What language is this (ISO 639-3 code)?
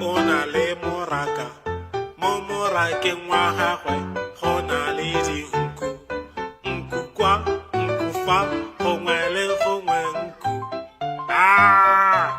tsn